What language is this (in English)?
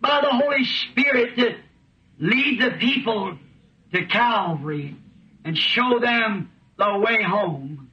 Bemba